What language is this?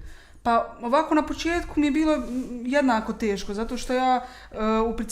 Bosnian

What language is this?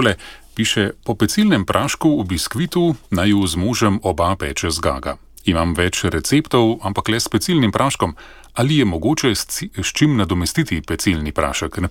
Slovenian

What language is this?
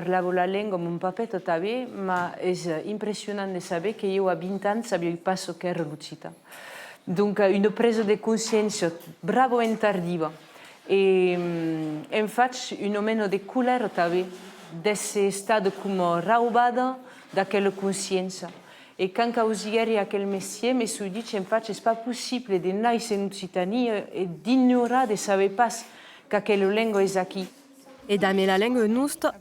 Occitan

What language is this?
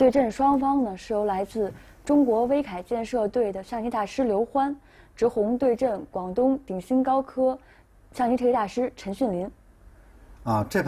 Chinese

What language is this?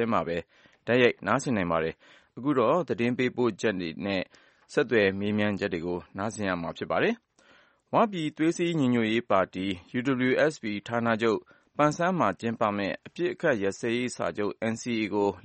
Burmese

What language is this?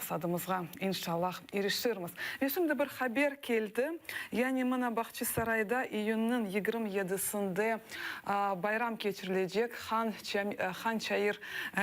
Crimean Tatar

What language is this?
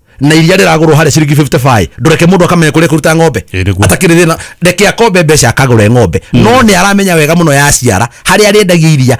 Kikuyu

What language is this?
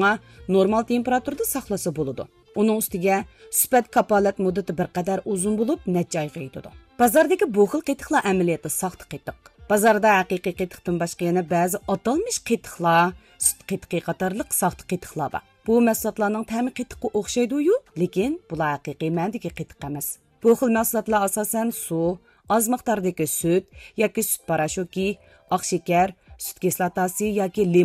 Uyghur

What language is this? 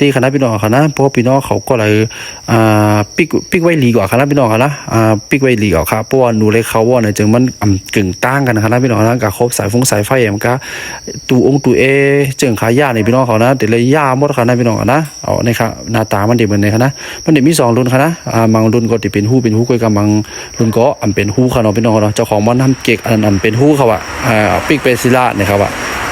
Shan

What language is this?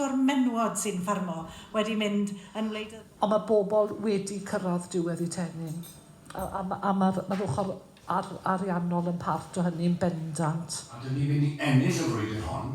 Welsh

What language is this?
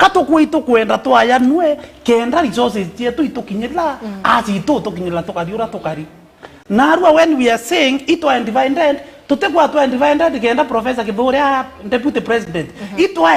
Meru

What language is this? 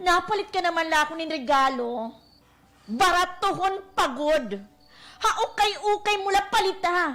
Waray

